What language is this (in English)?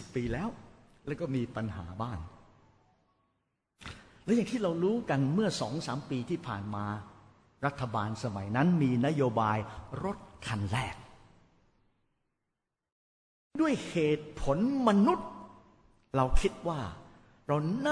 Thai